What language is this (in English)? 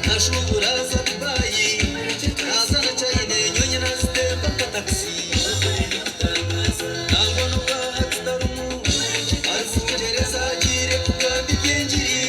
Nyankole